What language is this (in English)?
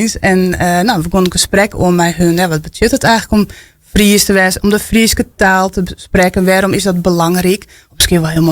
Western Frisian